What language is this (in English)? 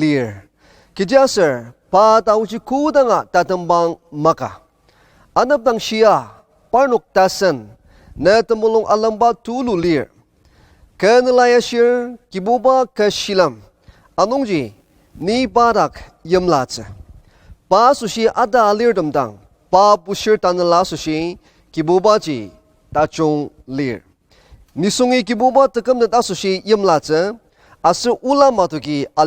Ao Naga